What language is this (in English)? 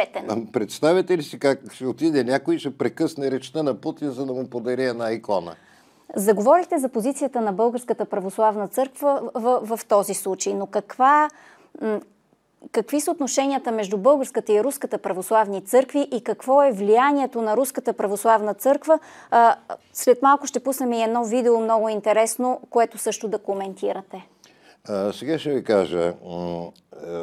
Bulgarian